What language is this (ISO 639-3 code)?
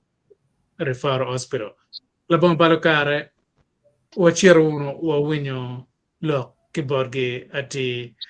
ach